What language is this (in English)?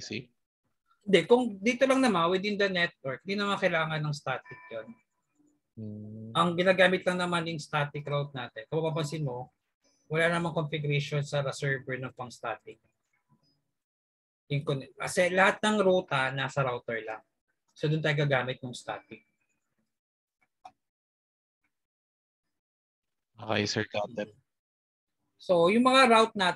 Filipino